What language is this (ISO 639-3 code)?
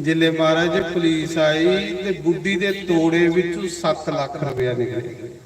doi